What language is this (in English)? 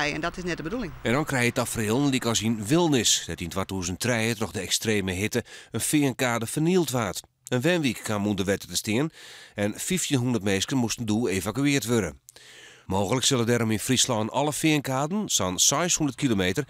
Western Frisian